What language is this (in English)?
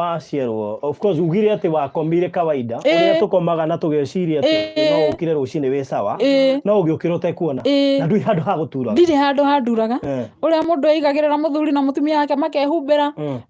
Kikuyu